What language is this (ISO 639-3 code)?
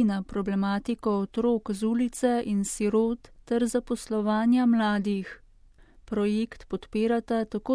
slv